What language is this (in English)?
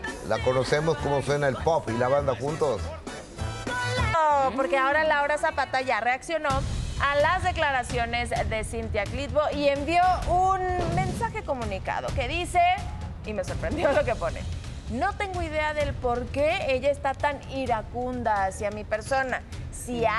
Spanish